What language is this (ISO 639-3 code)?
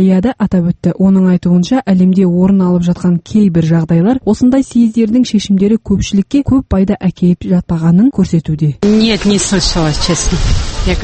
kaz